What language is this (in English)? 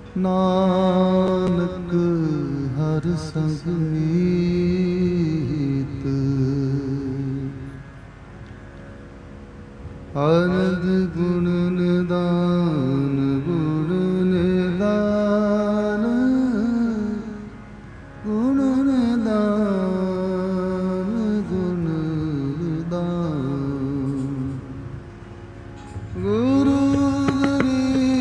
Punjabi